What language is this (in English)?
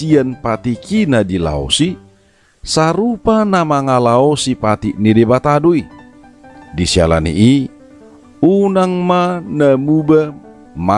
Batak Toba